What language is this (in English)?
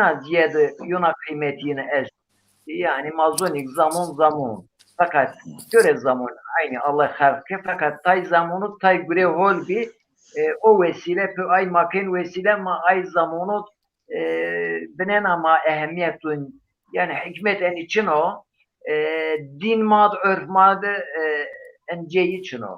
Zaza